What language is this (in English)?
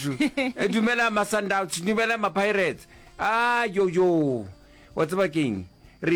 Northern Sotho